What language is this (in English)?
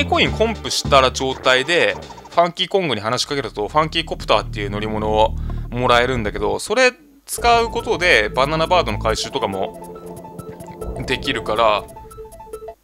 Japanese